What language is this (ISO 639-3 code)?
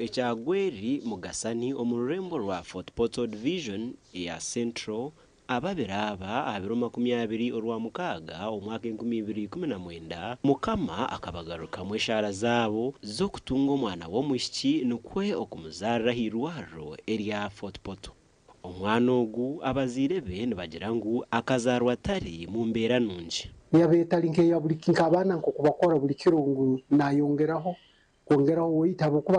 nyn